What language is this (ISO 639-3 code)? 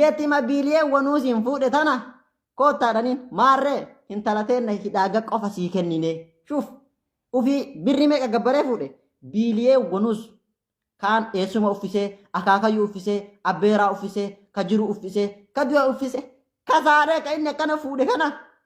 orm